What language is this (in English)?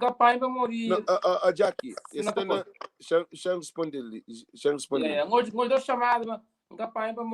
Kabuverdianu